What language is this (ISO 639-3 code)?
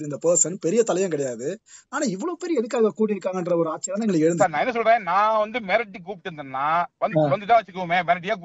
tam